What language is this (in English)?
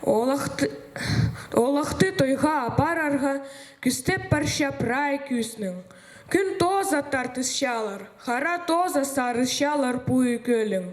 Khakas